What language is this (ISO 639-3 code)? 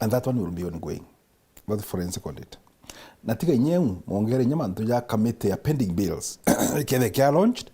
mer